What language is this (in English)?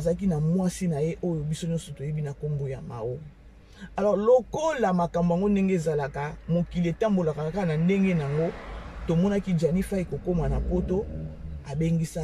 Lingala